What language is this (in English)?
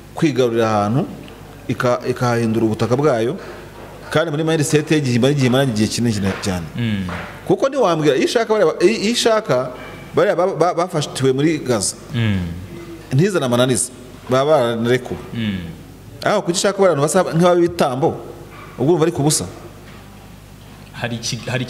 Kinyarwanda